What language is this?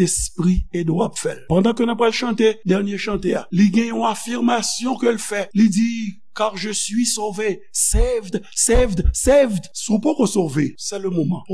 Haitian Creole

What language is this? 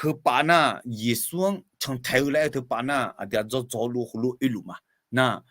Akha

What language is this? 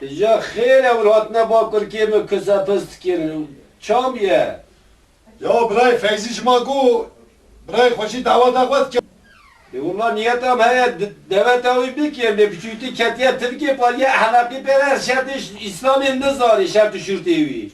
Kurdish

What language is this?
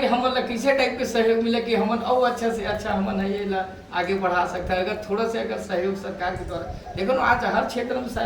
Chhattisgarhi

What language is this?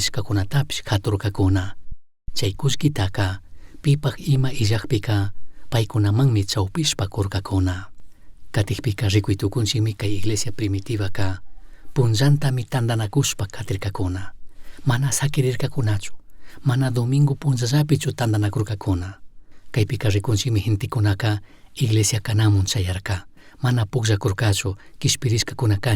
Chimborazo Highland Quichua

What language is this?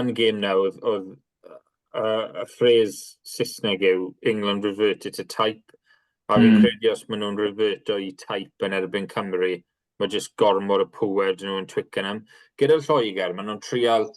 Welsh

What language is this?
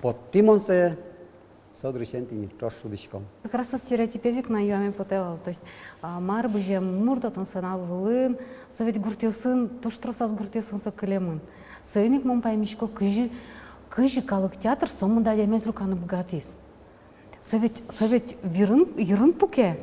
Udmurt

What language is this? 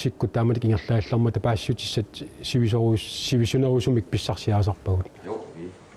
Kalaallisut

